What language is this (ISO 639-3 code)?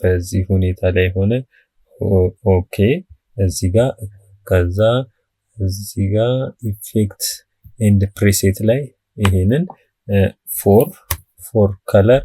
amh